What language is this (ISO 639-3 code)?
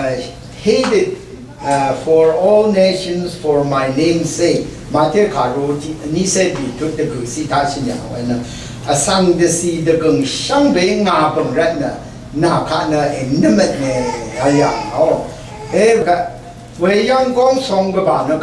raw